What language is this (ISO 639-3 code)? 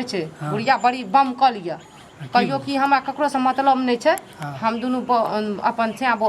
mai